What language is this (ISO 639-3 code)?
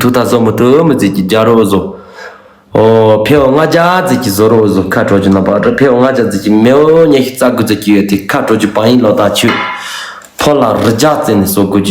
bod